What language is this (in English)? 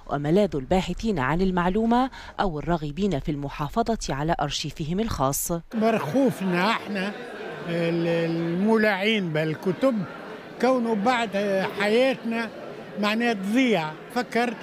Tunisian Arabic